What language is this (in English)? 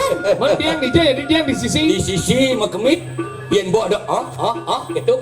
Balinese